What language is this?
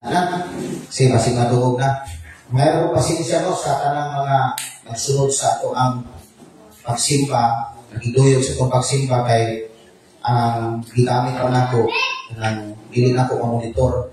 Cebuano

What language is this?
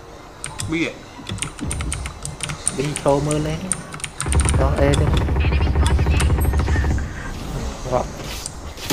Vietnamese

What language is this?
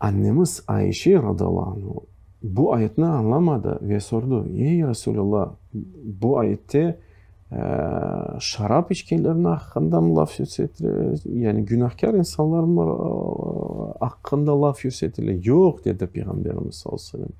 Crimean Tatar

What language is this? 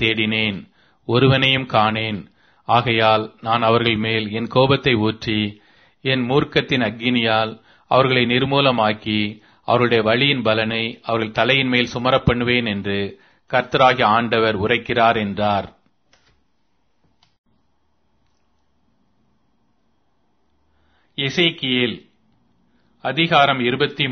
Tamil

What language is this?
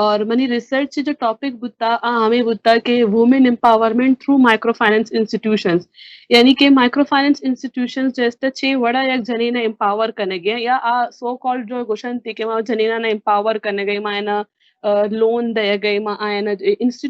Baluchi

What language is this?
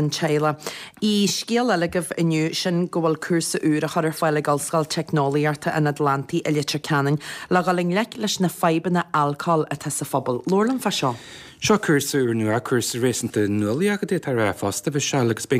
Irish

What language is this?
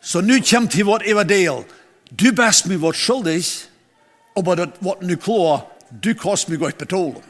Plautdietsch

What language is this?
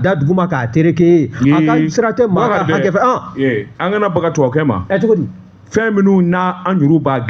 Bambara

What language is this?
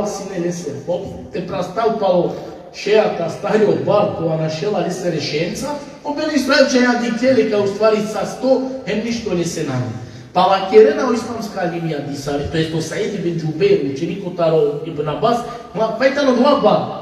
Balkan Romani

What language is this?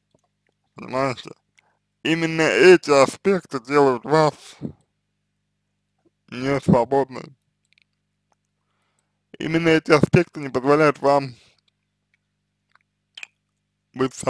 Russian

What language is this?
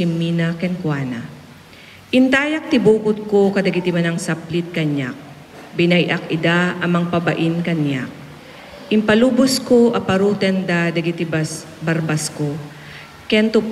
Iloko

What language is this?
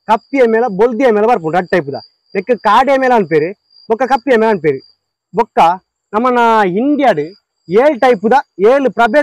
Tulu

